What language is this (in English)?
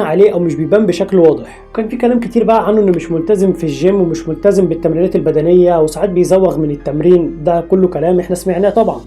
Egyptian Arabic